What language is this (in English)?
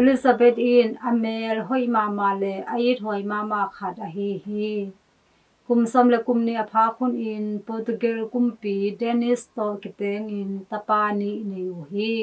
Tedim Chin